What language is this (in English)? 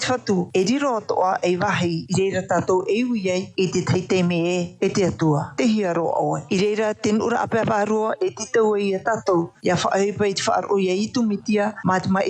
Tahitian